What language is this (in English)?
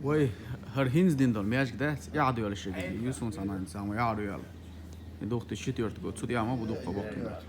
Chechen